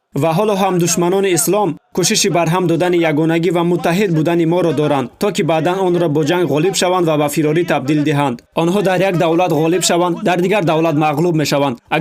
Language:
Tajik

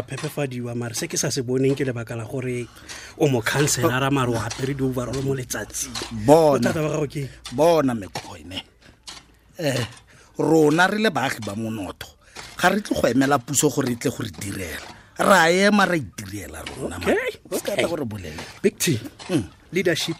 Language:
Tswana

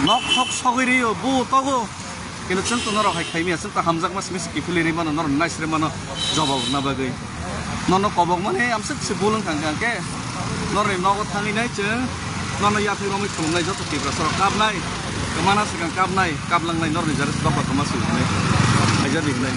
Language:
Kok Borok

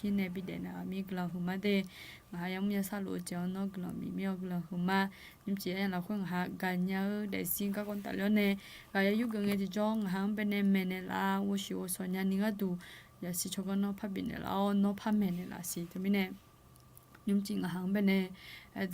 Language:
Akha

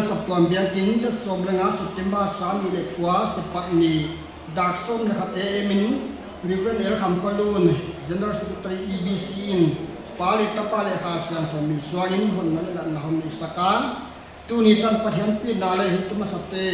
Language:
Paite Chin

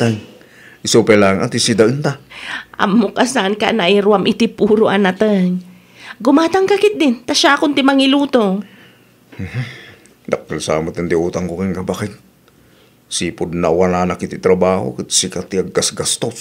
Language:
Iloko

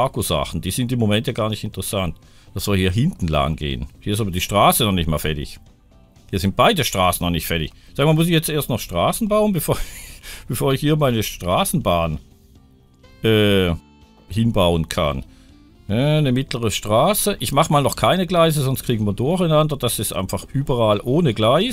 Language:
German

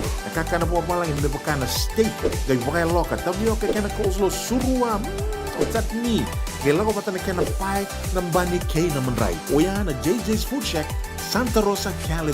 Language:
Fijian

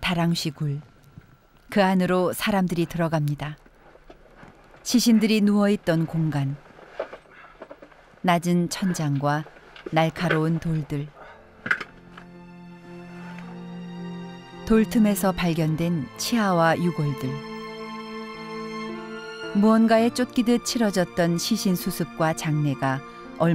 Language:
Korean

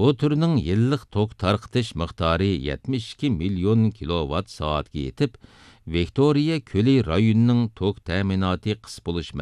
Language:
Uyghur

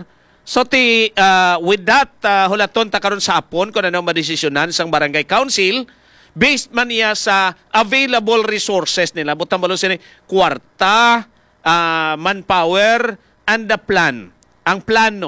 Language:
Hiligaynon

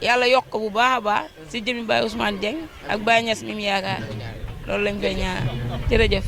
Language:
Wolof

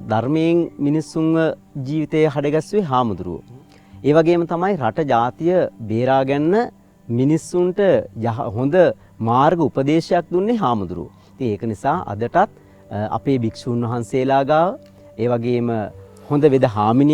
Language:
Sinhala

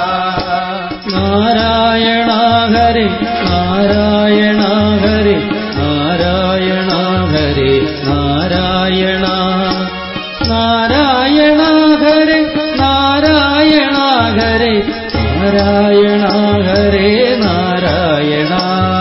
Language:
Malayalam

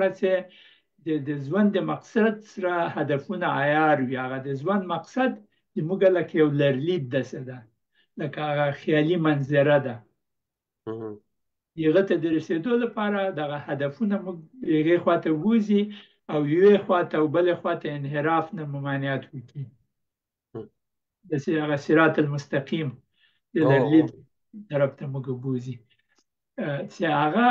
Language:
Pashto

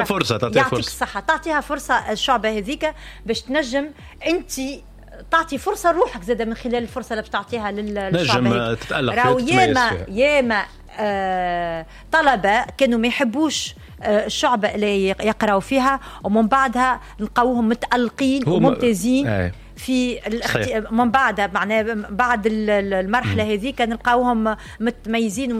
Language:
Tunisian Arabic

